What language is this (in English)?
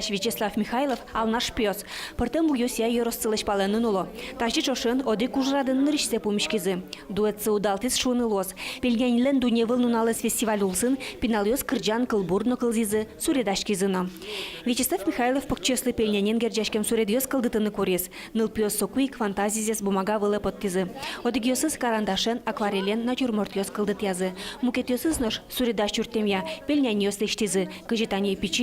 Udmurt